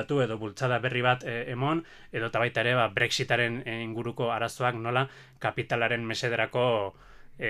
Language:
Basque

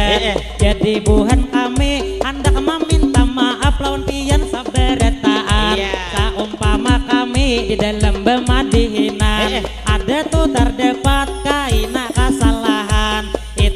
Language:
Banjar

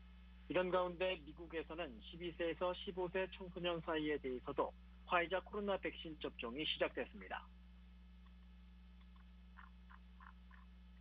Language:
Korean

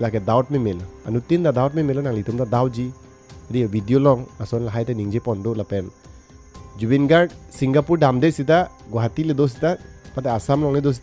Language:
Karbi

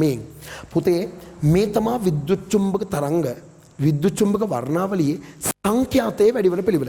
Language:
Sinhala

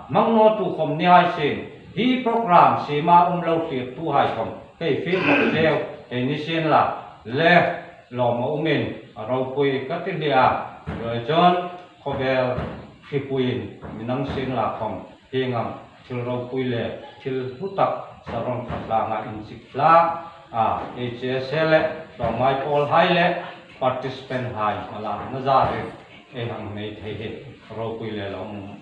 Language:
Hmar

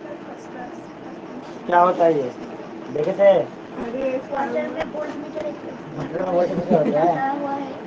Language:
Hindi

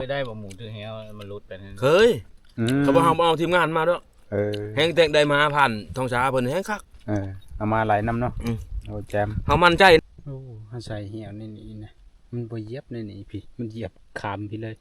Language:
Northeastern Thai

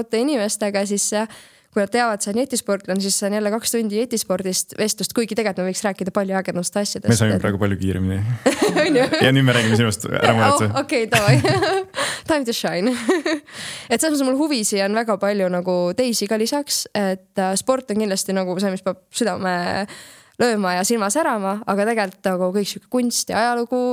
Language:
Estonian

